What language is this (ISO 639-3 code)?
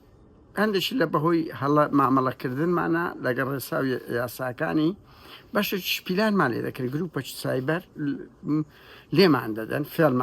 ckb